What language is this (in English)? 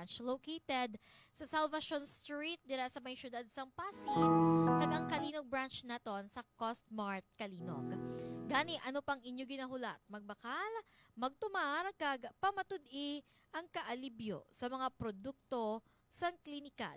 Hiligaynon